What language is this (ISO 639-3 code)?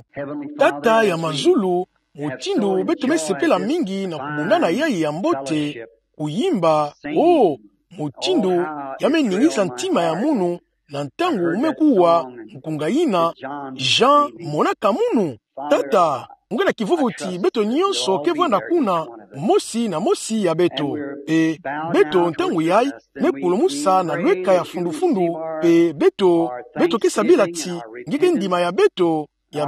ktu